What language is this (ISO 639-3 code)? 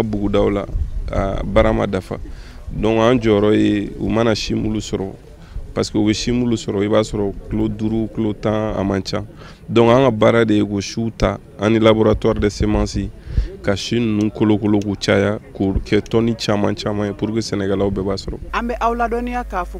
bam